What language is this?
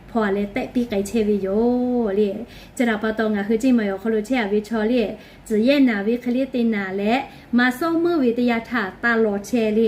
Lahu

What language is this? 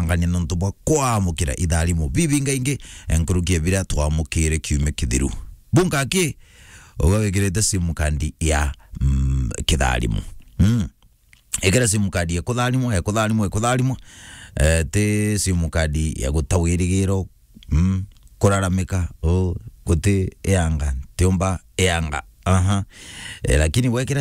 Meru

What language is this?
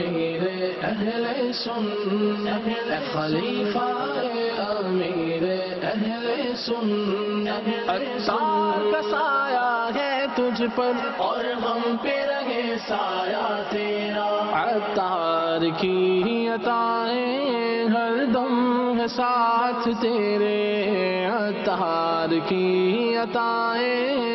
Urdu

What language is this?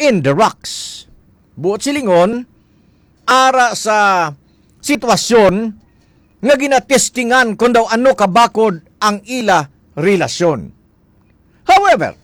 Hiligaynon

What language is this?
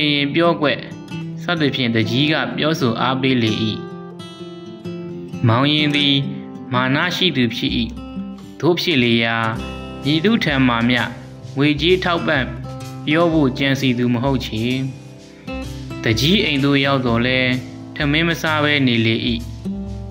Burmese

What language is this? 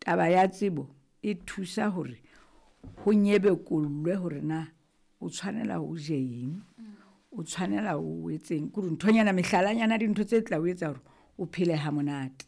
Southern Sotho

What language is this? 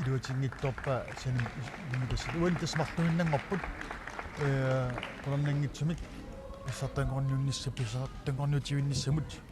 Kalaallisut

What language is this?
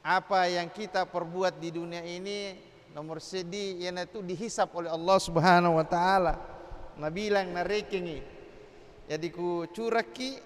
Buginese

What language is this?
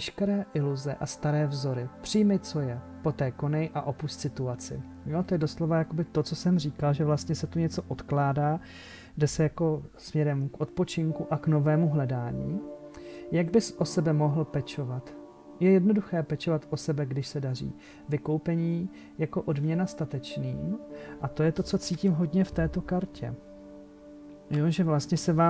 Czech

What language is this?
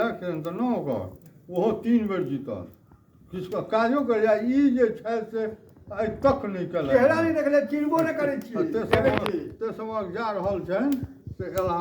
Maithili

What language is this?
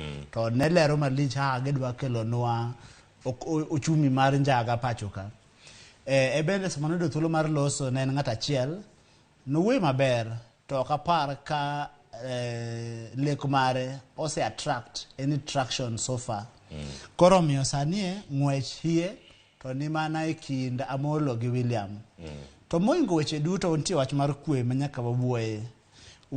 Luo (Kenya and Tanzania)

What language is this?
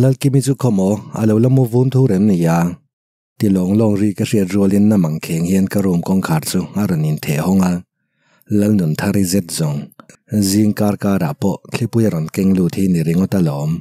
Mizo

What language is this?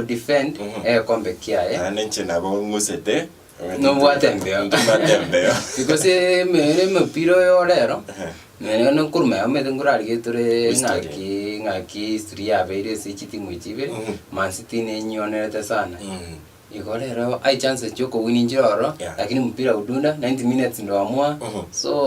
Gusii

